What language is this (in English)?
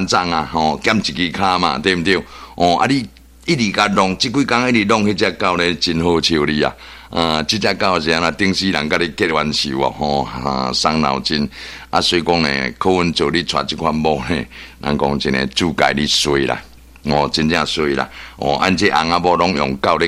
Min Nan Chinese